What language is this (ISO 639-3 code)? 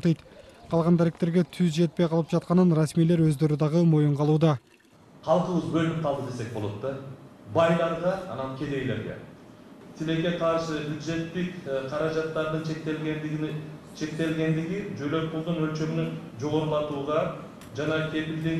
kir